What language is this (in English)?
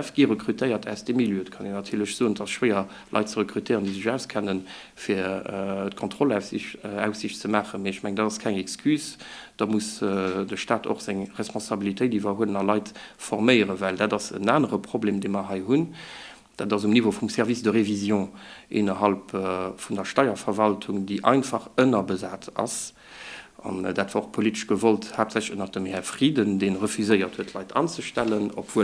Luxembourgish